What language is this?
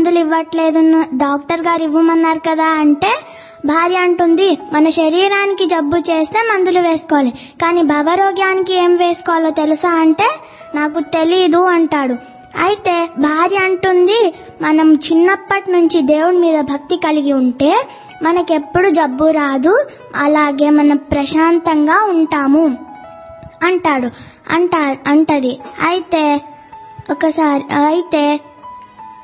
Telugu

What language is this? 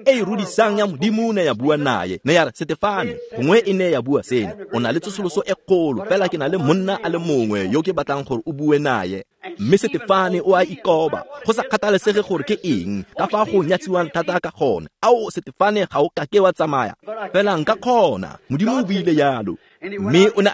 Tswana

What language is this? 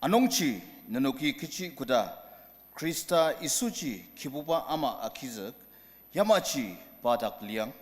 Ao Naga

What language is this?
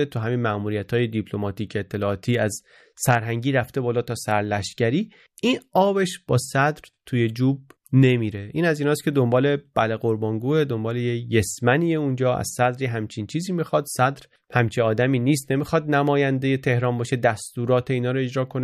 Persian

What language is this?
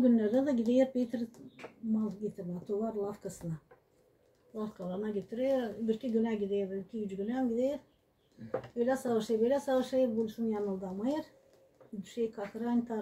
Gagauz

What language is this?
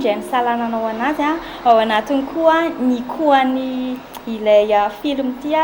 Malagasy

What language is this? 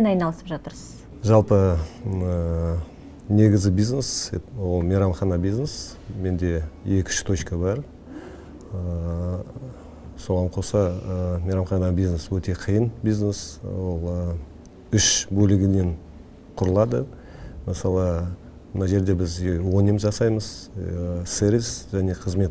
Kazakh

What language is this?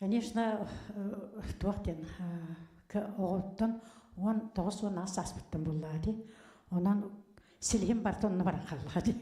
Yakut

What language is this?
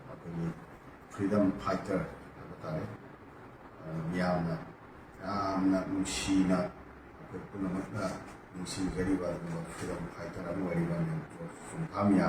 Manipuri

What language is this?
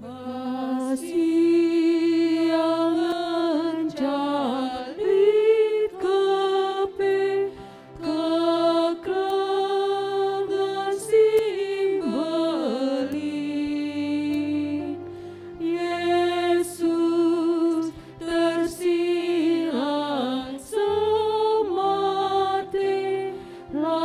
Batak Karo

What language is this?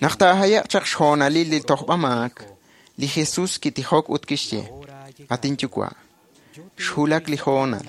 Kekchí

